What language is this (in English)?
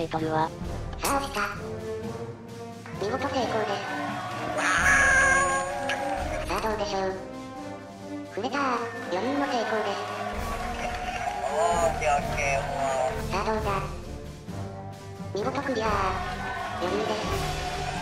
Japanese